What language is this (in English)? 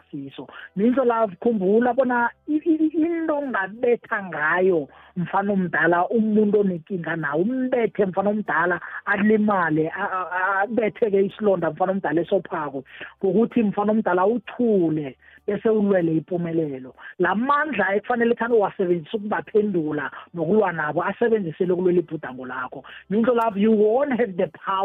South Ndebele